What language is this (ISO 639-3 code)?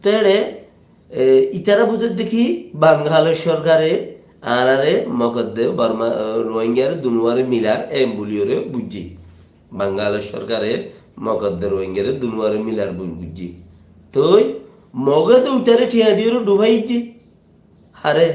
rhg